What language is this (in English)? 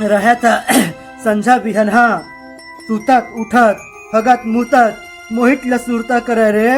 Chhattisgarhi